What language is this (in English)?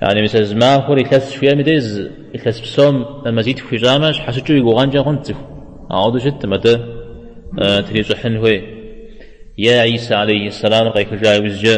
Kabardian